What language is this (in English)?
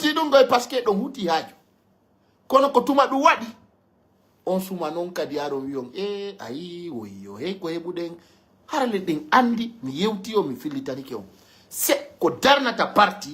Pular